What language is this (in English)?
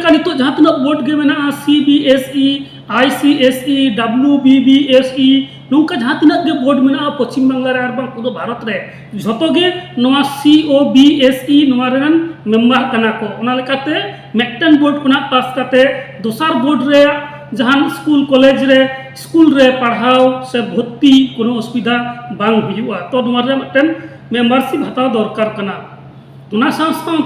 Santali